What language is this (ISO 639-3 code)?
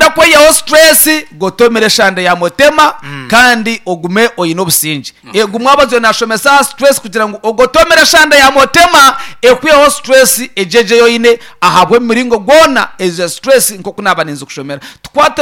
nyn